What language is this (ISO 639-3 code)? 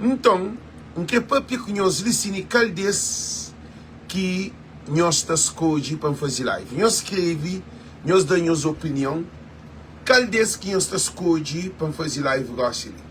kea